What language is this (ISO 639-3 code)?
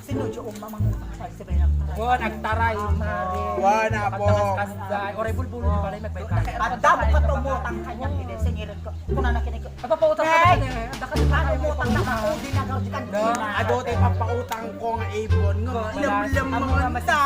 ilo